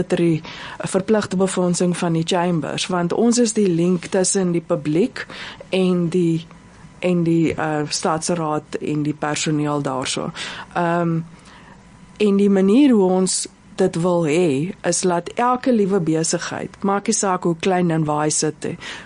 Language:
Afrikaans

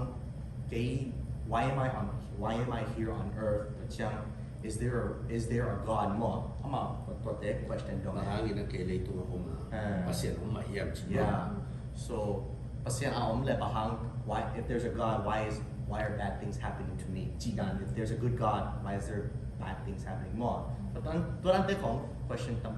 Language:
Tedim Chin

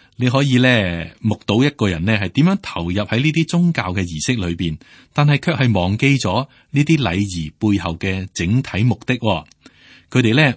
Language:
Cantonese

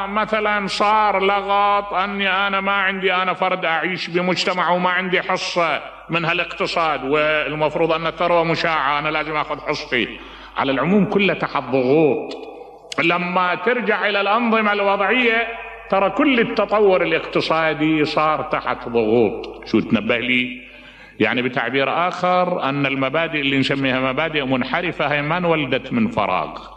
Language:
Mesopotamian Arabic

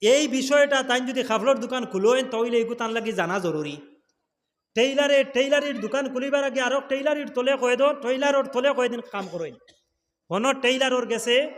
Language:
Sylheti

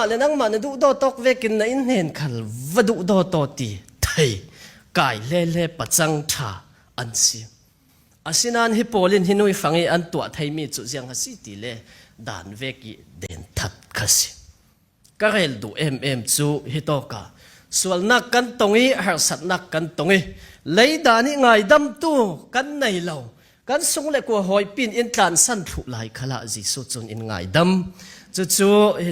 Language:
Falam Chin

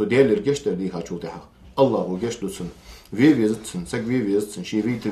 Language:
Ingush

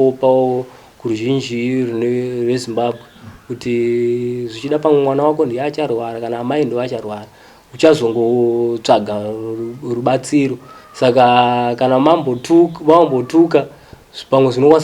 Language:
Shona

